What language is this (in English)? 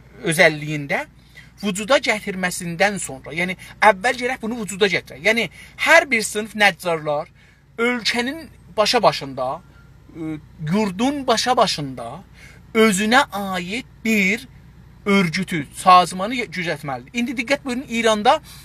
South Azerbaijani